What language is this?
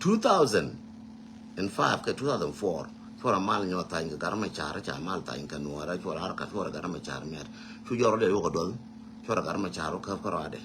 Nuer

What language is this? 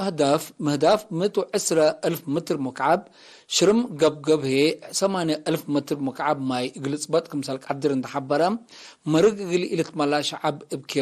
Tigre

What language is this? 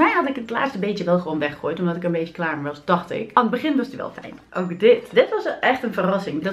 Dutch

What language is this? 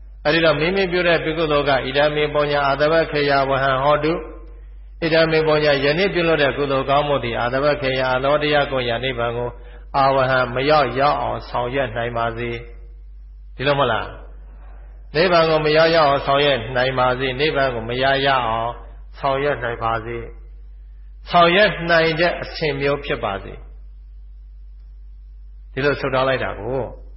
Burmese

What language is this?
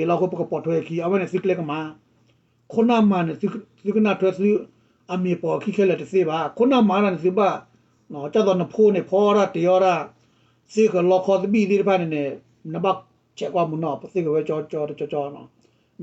S'gaw Karen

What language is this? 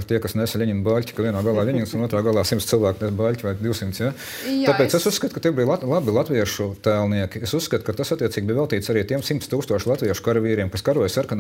Latvian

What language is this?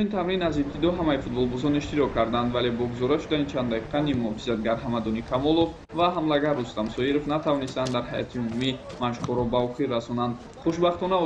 Tajik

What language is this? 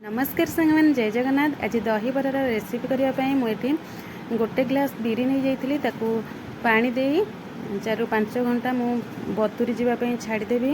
Odia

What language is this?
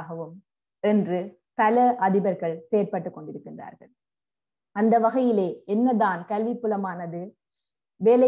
Tamil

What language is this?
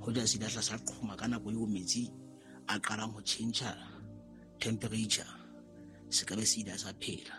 Southern Sotho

